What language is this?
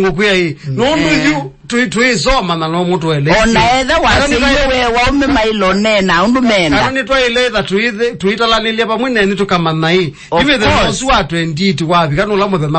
Kamba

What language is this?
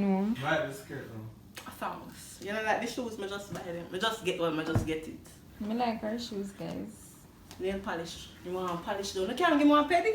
Jamaican Creole English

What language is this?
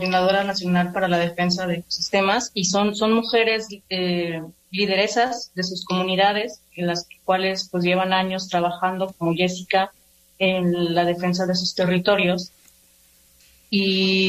Spanish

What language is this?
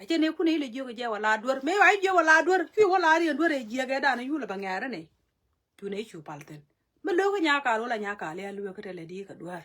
Nuer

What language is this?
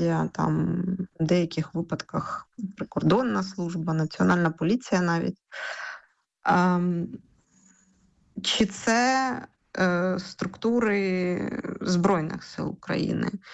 Ukrainian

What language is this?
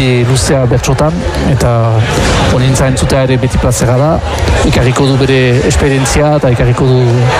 Basque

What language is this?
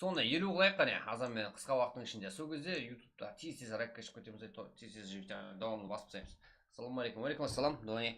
Kara-Kalpak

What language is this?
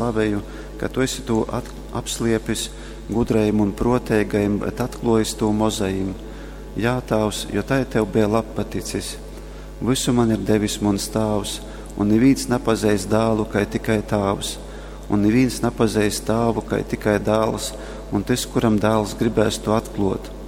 Latgalian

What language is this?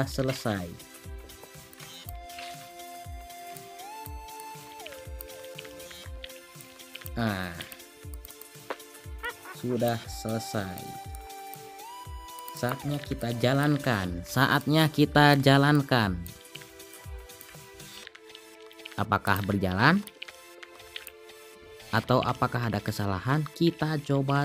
Indonesian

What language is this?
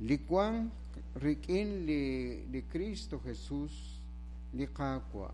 Kekchí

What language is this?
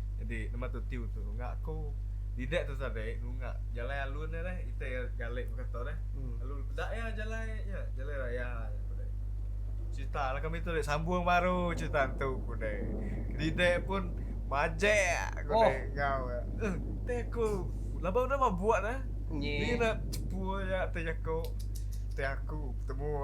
Iban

